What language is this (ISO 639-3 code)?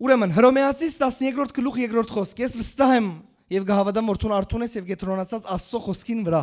hyw